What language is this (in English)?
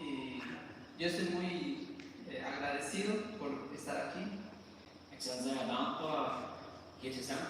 Plautdietsch